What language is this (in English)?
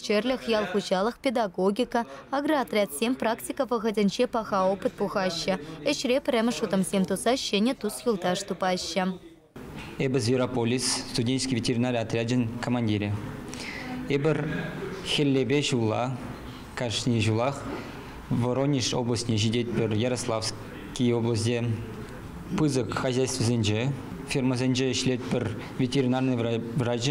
Chuvash